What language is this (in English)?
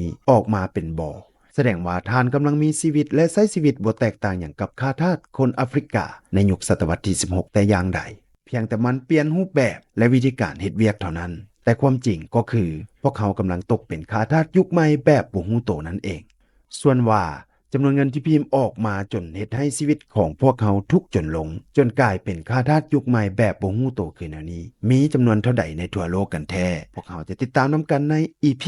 Lao